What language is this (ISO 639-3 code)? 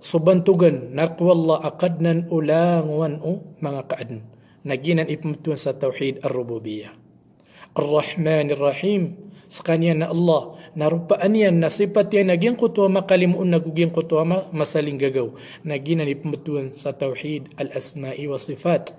mrw